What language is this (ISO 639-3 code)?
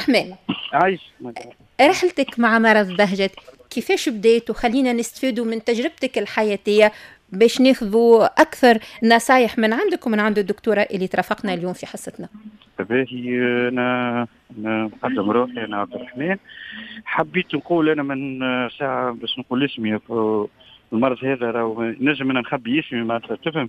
aeb